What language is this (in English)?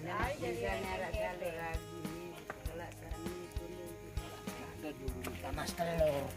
Sasak